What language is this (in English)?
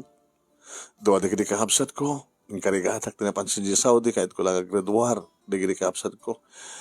Iloko